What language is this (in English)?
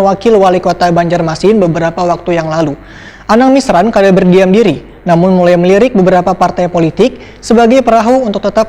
Banjar